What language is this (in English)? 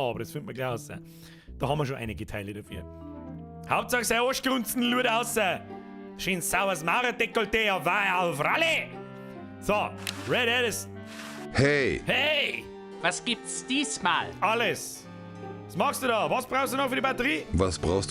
Bavarian